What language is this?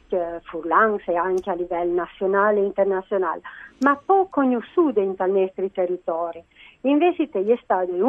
Friulian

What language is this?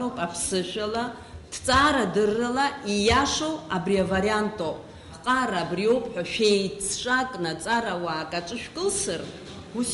Abkhazian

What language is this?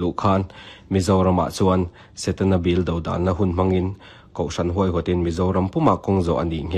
Mizo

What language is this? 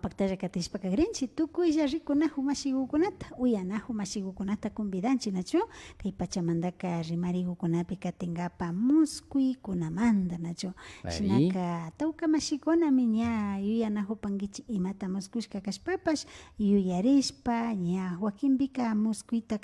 Imbabura Highland Quichua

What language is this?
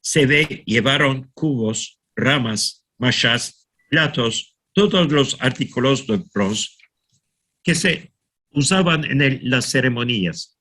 Ladino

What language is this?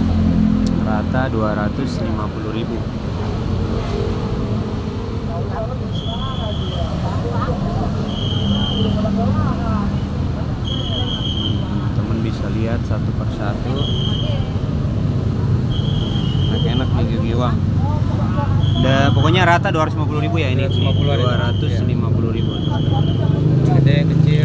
Indonesian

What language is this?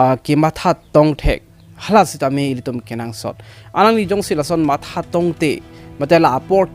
Karbi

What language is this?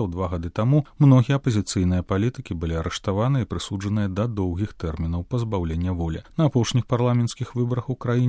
Belarusian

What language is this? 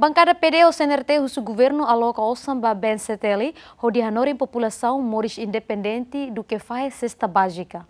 Tetum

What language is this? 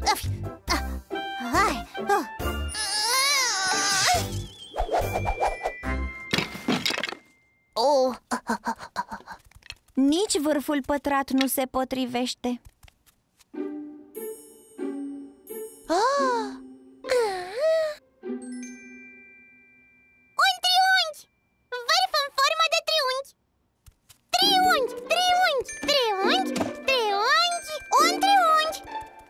Romanian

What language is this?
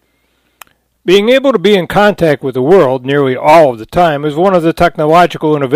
English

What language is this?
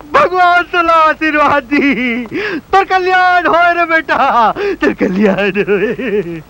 Chhattisgarhi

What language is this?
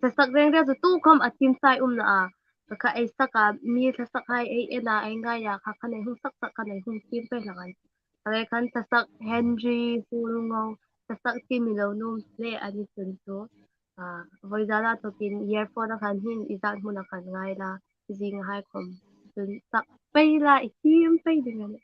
Hmar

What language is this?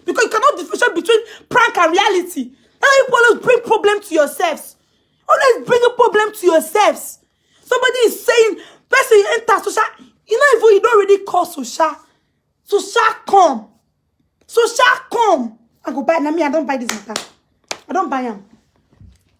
Nigerian Pidgin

